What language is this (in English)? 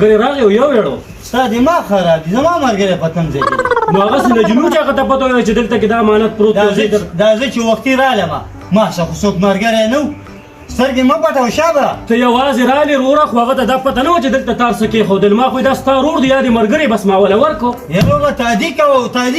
Pashto